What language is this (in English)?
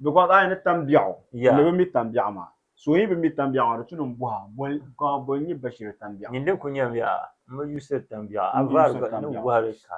Dagbani